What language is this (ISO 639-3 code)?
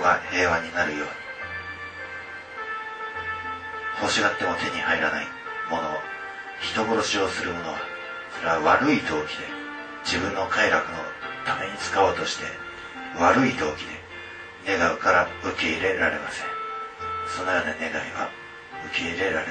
jpn